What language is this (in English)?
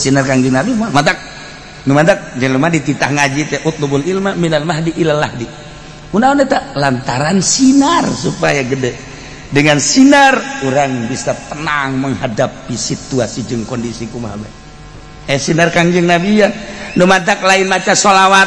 Sundanese